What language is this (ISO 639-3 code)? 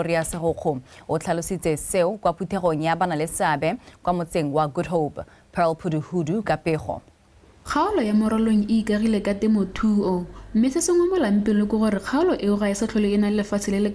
tsn